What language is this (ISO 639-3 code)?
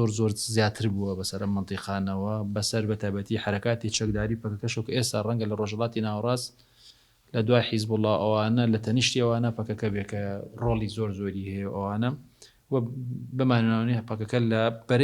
ckb